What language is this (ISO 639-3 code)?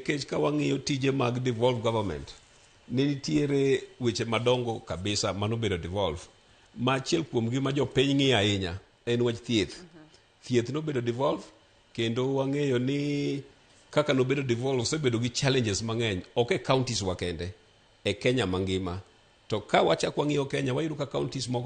luo